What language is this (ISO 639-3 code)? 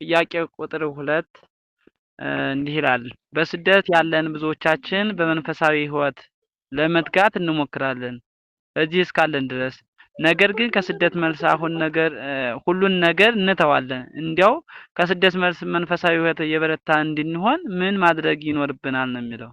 amh